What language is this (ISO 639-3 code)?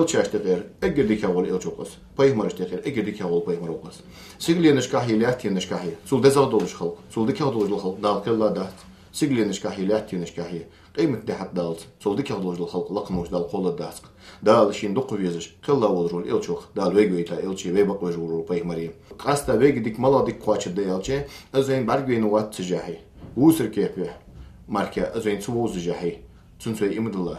inh